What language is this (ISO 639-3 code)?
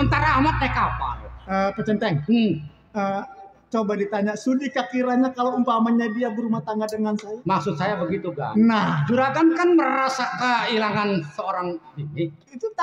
bew